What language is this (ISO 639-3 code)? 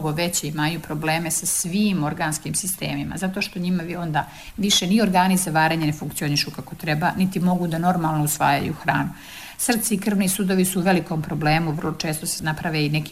srp